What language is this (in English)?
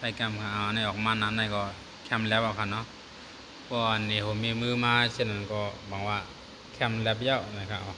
Shan